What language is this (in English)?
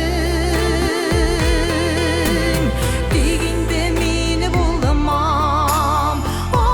Tatar